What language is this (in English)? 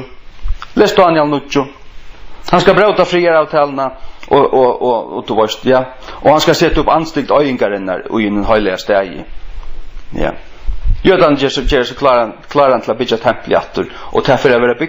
Faroese